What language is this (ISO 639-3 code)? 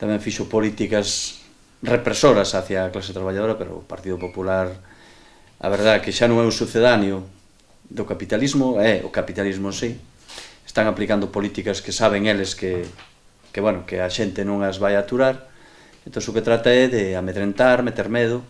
glg